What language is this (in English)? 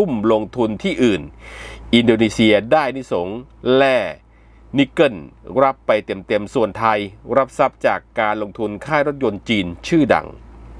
Thai